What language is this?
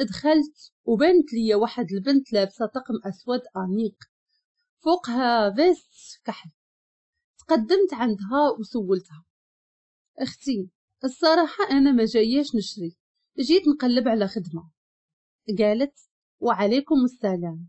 Moroccan Arabic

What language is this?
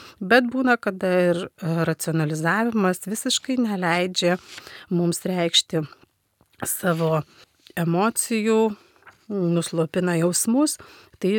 Lithuanian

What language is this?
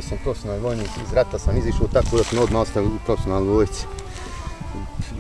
Bosnian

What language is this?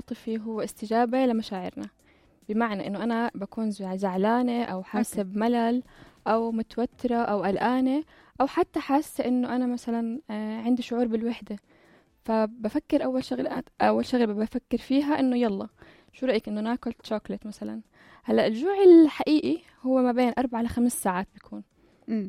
North Levantine Arabic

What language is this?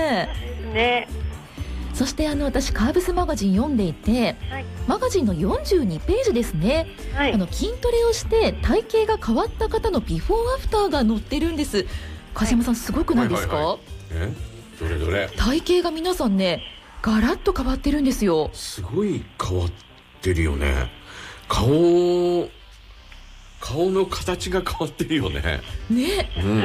Japanese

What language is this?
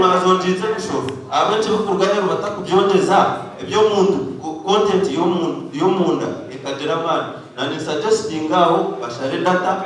Nyankole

